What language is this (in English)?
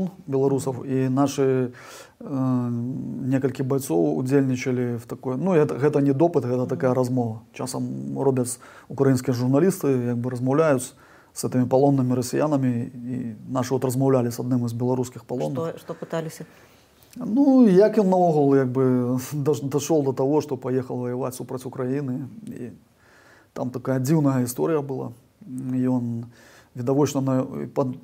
Belarusian